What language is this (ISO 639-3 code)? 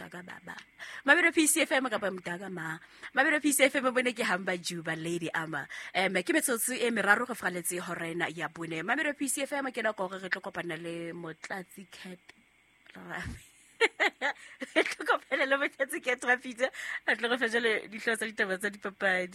sot